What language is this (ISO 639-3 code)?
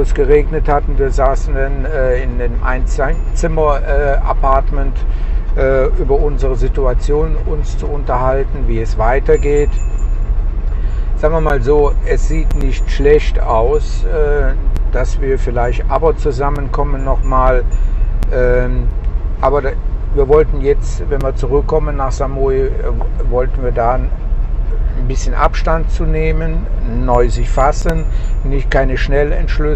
deu